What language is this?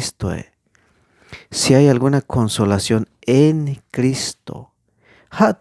Tzeltal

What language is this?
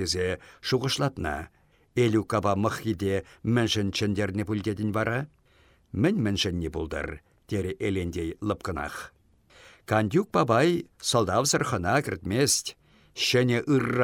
Chuvash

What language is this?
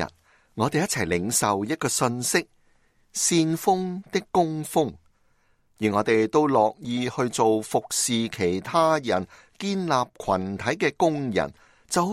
Cantonese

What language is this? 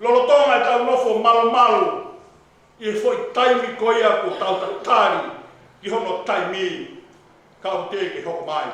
Tongan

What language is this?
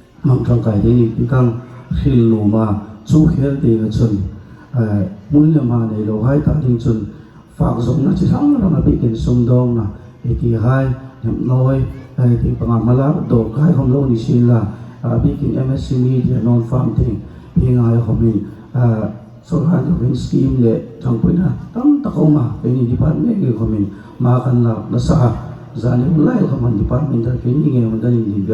Hmar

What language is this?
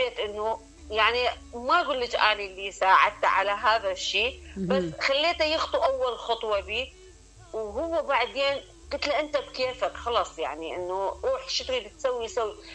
Mesopotamian Arabic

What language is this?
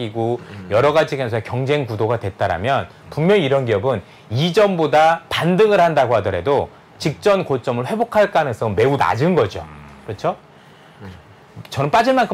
Korean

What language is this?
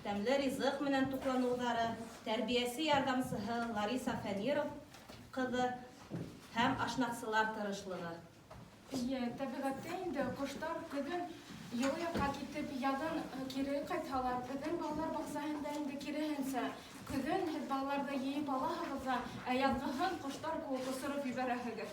Bashkir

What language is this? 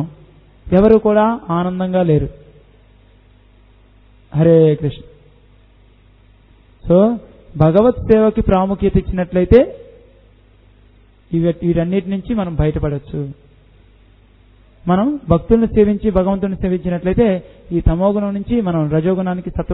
Telugu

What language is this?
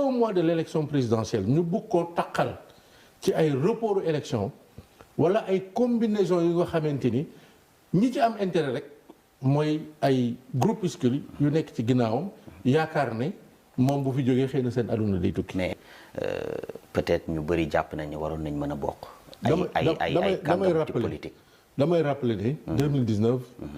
Wolof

